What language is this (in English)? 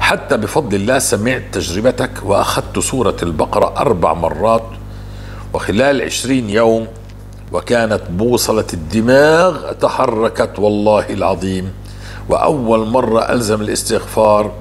North Levantine Arabic